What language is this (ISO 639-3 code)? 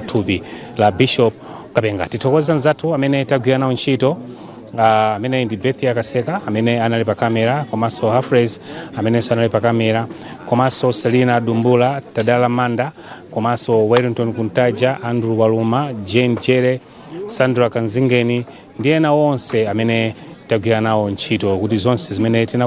nya